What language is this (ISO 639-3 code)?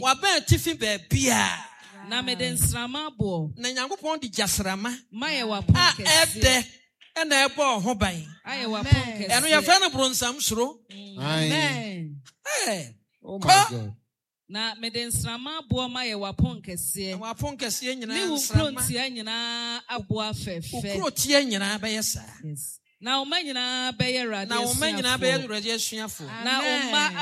aka